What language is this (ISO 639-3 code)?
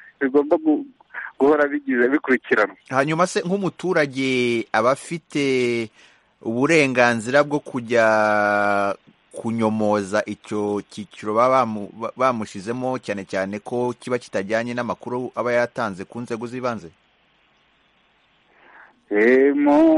kin